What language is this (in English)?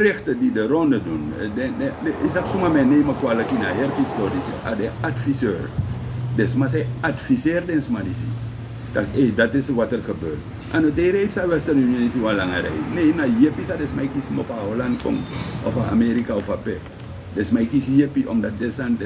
Sranan Tongo